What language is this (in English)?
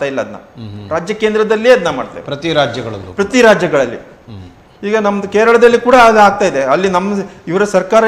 Kannada